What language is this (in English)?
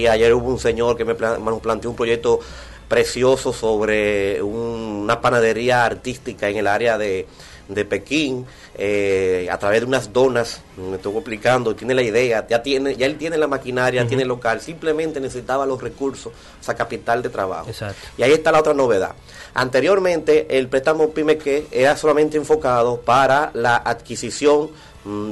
Spanish